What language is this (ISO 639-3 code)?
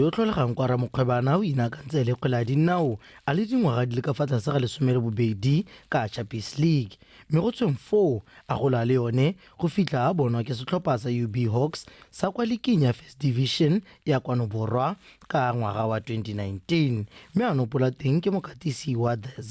tsn